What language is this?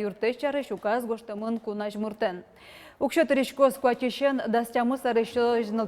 Udmurt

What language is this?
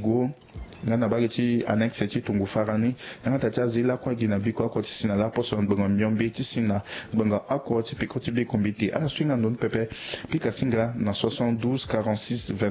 Sango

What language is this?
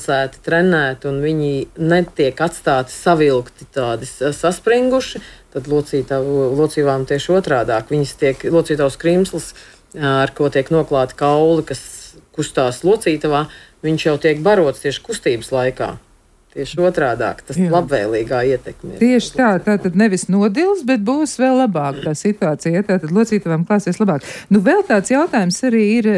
Latvian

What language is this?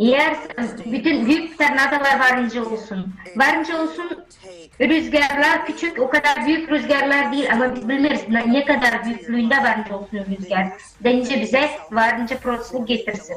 Gagauz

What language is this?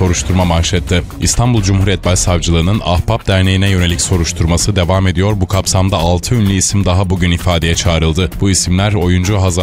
Turkish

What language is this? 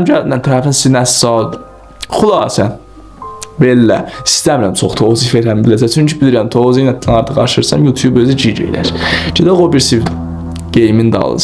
South Azerbaijani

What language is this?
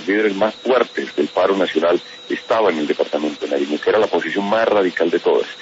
Spanish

